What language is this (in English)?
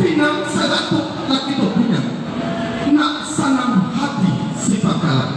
Minangkabau